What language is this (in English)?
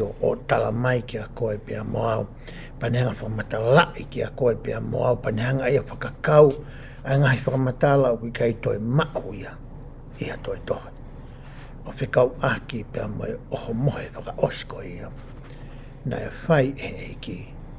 Tongan